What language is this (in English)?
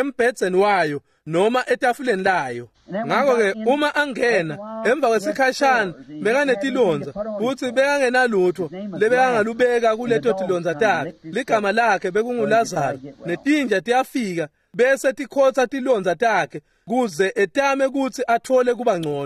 Swati